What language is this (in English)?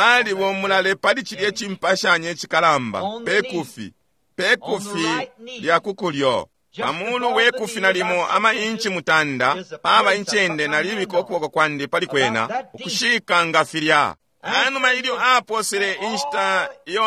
Bemba